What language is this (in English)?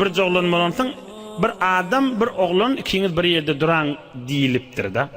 Turkmen